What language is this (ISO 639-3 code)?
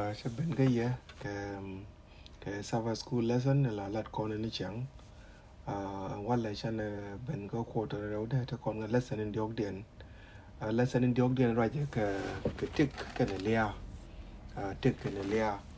nus